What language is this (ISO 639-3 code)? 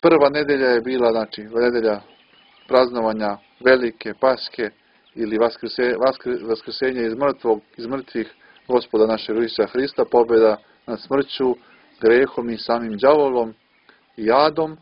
srp